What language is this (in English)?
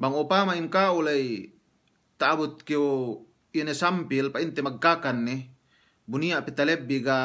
Yakan